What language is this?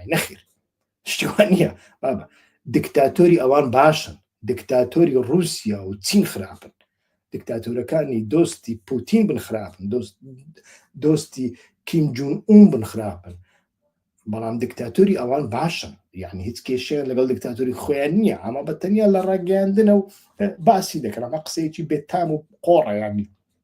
Central Kurdish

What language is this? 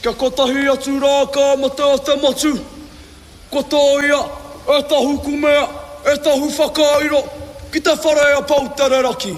Māori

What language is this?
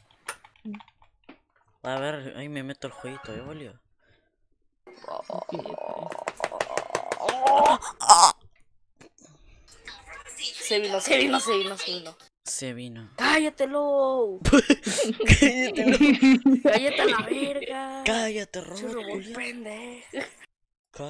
Spanish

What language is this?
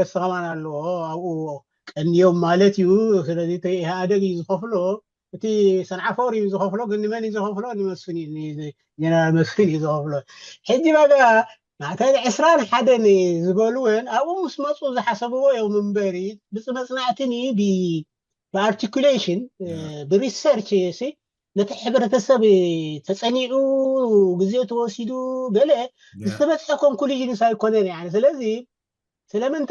Tigrinya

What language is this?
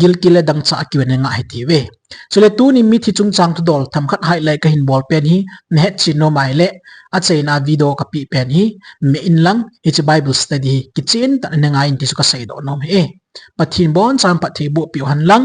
Thado Chin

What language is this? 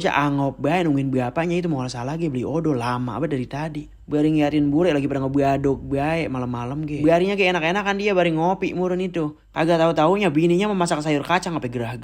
Betawi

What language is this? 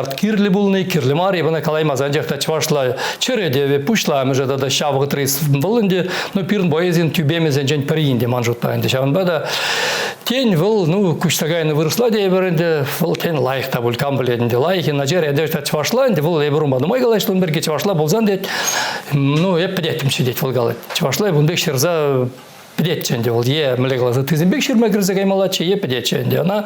Chuvash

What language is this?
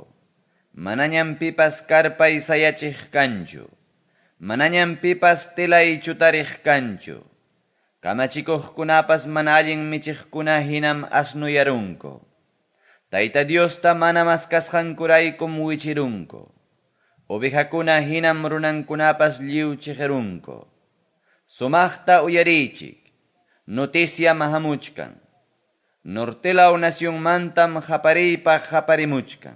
Ayacucho Quechua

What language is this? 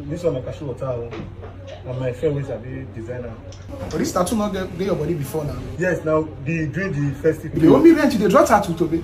Nigerian Pidgin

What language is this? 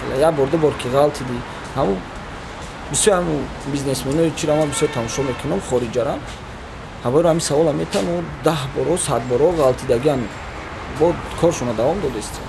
Tajik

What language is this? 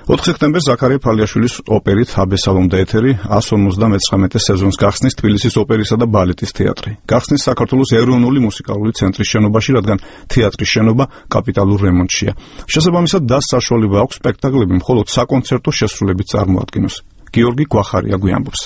Georgian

